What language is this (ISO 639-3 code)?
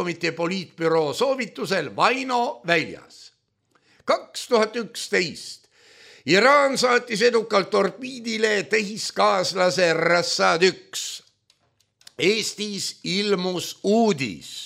est